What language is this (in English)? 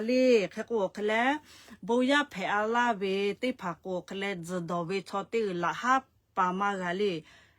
Lahu